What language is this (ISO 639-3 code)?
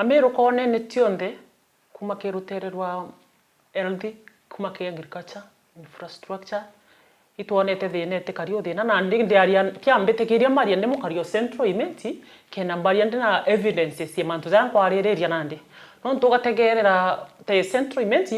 mer